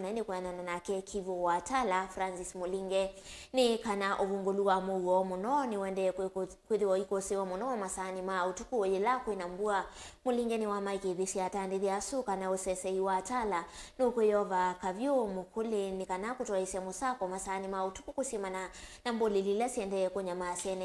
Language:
Kamba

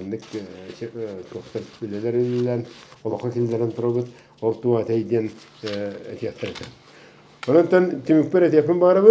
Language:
Yakut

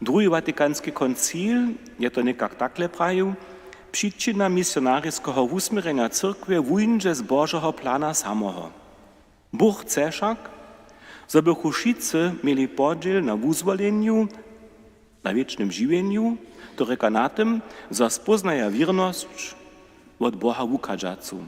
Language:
Upper Sorbian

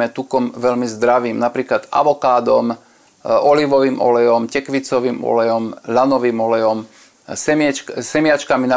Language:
Slovak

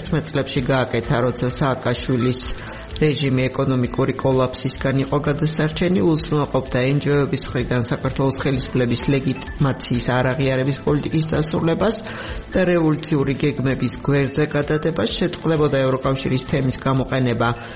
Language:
Georgian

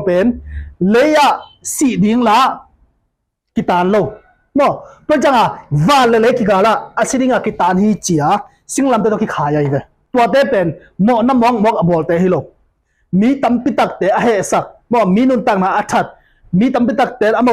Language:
Tedim Chin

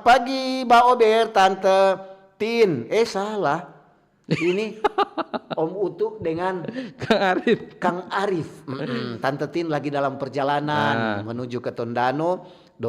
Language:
Manado Malay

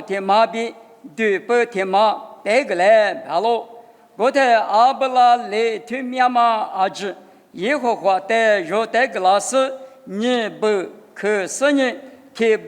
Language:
Lisu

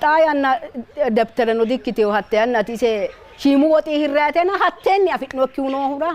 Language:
Sidamo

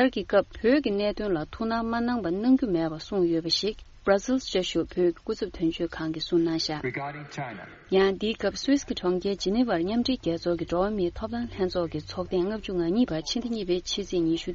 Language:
Tibetan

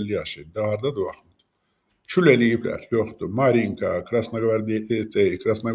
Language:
Azerbaijani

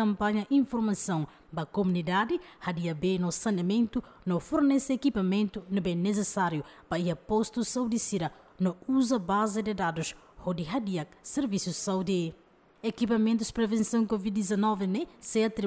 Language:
Tetum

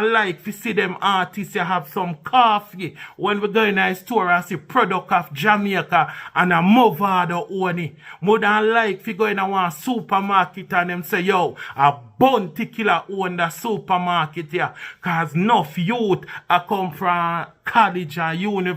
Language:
Jamaican Creole English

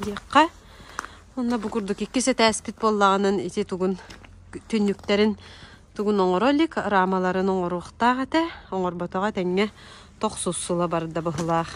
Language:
Yakut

